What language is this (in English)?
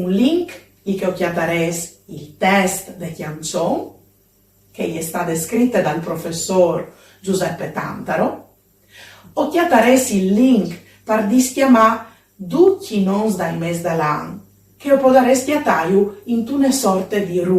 Friulian